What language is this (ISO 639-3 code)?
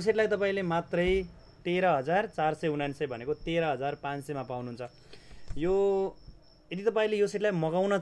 nep